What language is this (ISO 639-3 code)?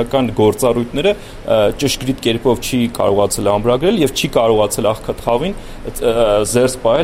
hye